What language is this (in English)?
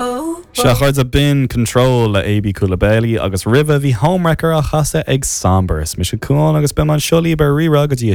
Irish